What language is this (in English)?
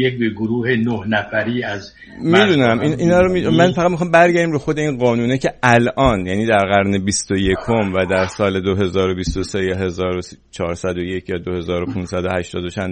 Persian